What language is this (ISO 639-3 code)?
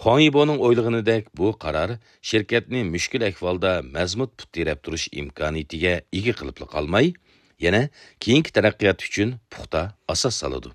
uig